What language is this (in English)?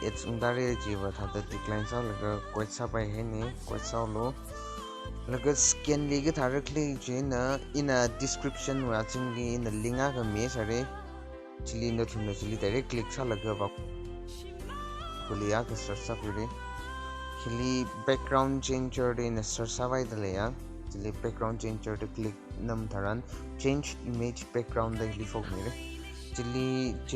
Tangkhul Naga (India)